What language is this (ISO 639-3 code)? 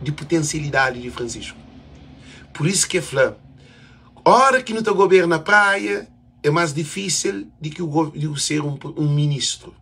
kea